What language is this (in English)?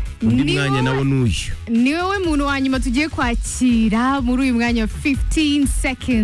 Kinyarwanda